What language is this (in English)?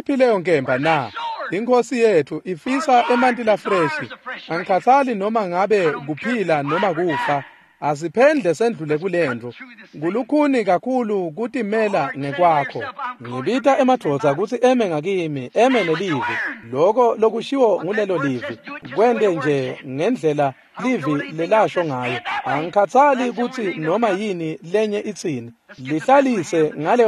Swati